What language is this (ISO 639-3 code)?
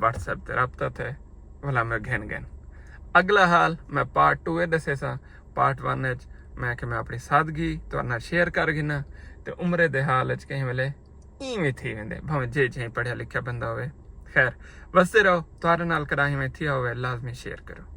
skr